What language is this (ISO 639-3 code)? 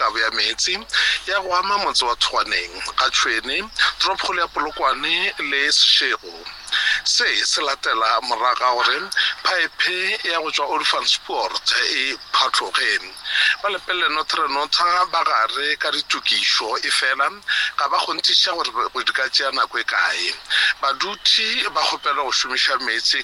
nso